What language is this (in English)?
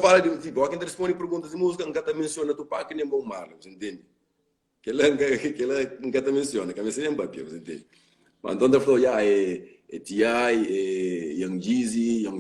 Kabuverdianu